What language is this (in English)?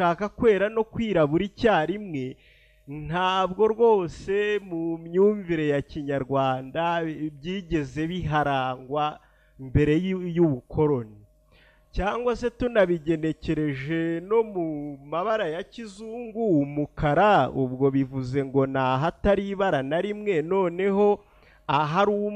Kinyarwanda